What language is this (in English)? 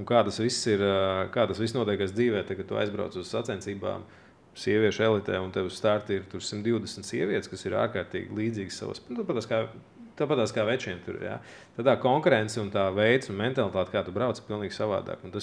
Latvian